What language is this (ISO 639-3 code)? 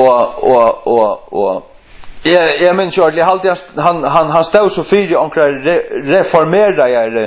fao